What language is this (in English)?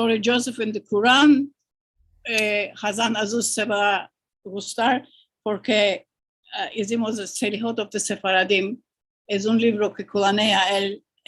Ladino